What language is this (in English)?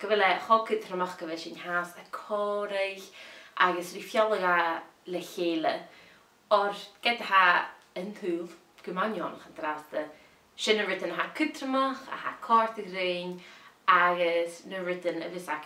Scottish Gaelic